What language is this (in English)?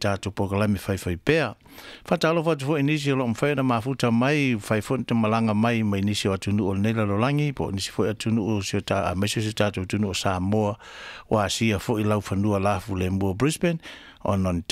Samoan